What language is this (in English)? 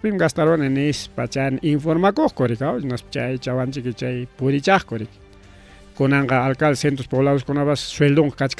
Ayacucho Quechua